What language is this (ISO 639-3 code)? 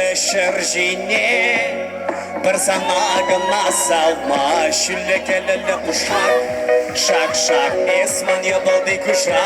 chv